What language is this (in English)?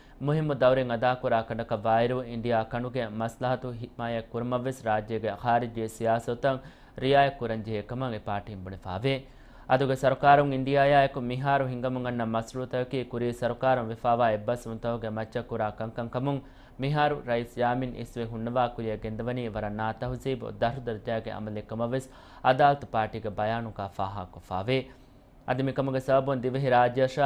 Divehi